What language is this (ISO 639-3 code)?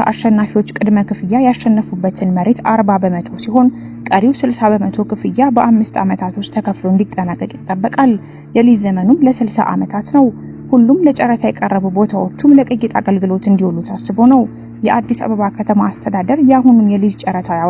amh